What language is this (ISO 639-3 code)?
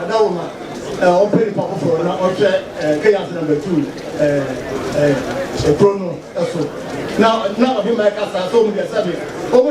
aka